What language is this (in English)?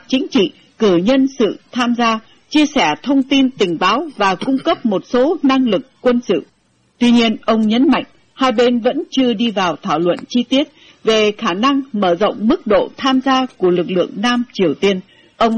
Vietnamese